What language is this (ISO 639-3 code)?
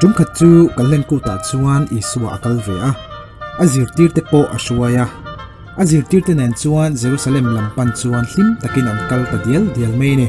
lus